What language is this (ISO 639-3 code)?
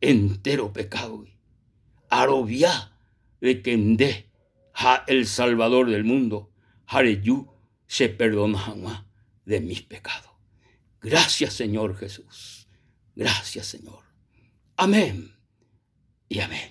grn